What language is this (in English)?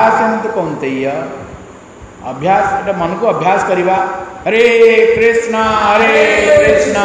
Odia